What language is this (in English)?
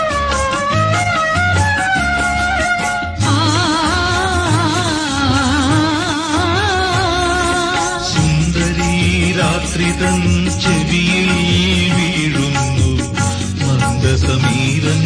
Malayalam